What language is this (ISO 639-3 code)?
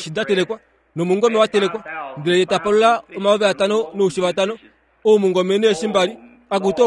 kua